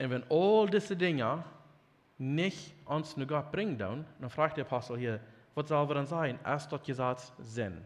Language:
Plautdietsch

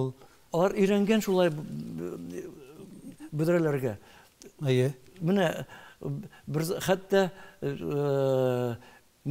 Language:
Tatar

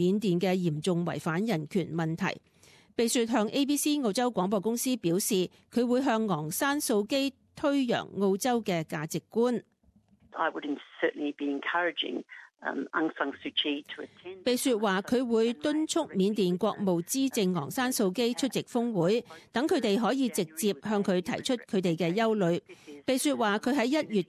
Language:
Cantonese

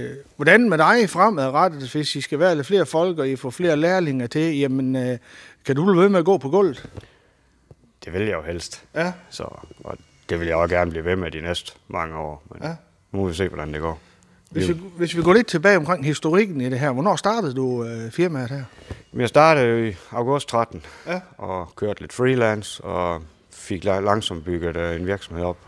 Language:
Danish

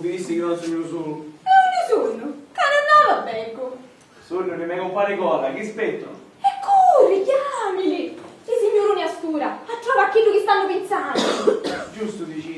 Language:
Sicilian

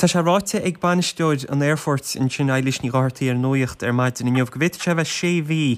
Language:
Irish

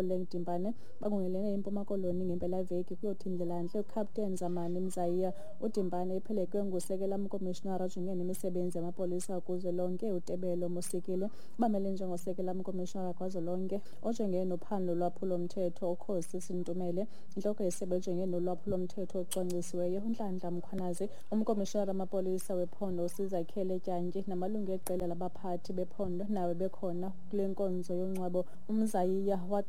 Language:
Xhosa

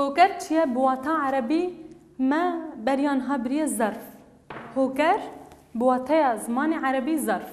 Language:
Kurdish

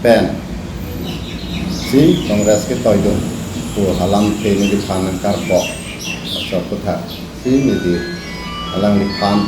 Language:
Karbi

